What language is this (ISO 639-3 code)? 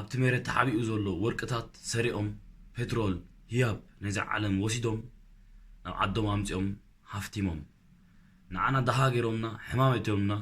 tir